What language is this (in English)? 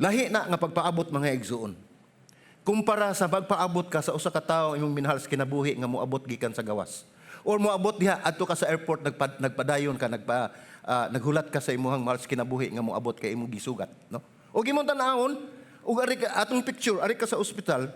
Cebuano